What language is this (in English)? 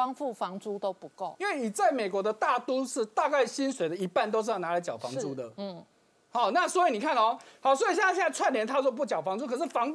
Chinese